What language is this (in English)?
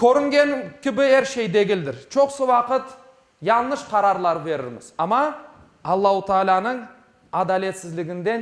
Crimean Tatar